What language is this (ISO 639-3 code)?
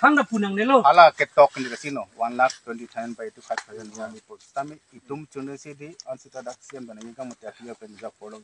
mjw